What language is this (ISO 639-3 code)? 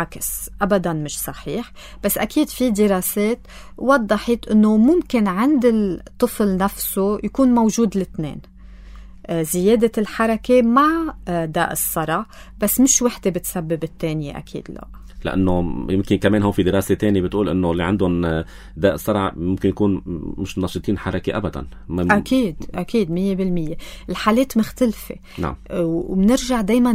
apc